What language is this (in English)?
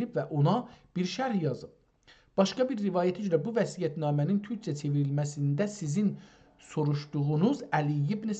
South Azerbaijani